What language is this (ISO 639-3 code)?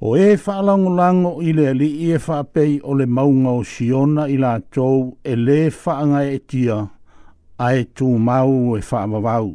smo